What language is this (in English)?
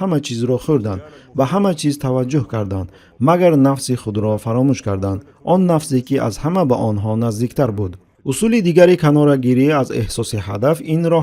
Tajik